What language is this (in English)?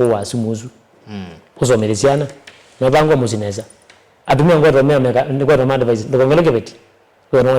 Kamba